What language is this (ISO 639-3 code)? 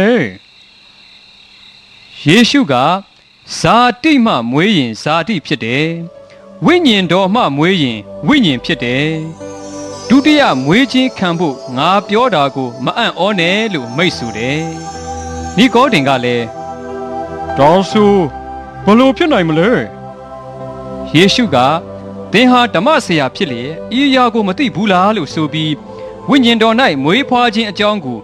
mya